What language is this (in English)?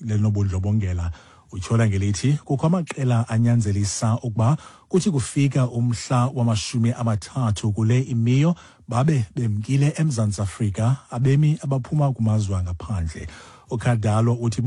Xhosa